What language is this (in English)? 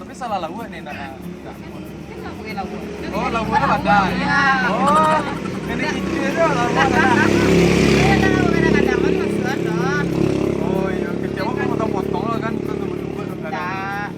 Minangkabau